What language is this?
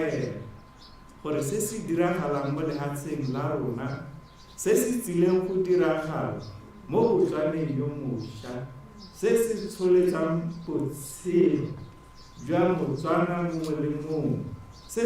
Tswana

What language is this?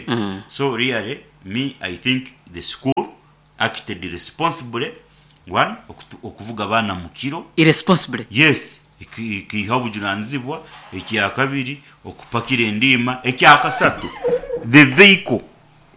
Nyankole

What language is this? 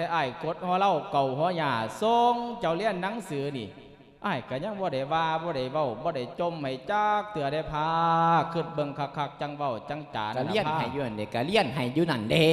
Lao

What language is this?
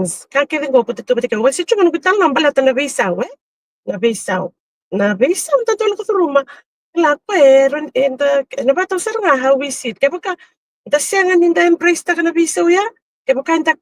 Fijian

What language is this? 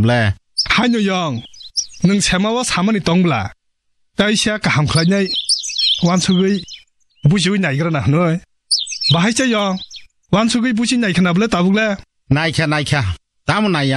Kok Borok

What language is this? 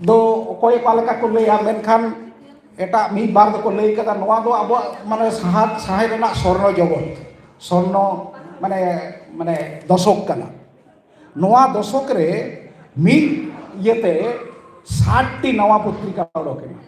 Santali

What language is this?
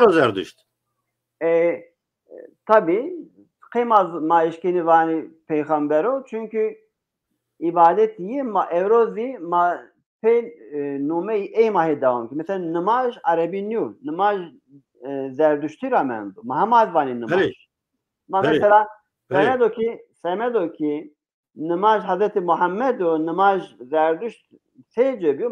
Zaza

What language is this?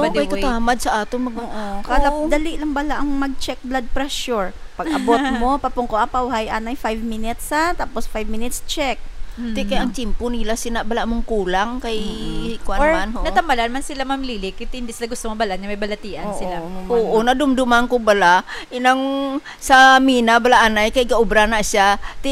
Hiligaynon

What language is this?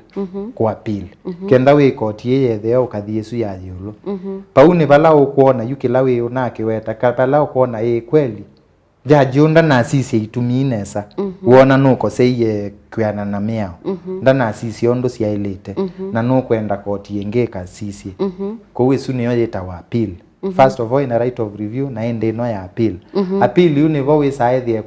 Kamba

